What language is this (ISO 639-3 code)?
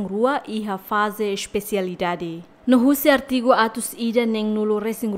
tet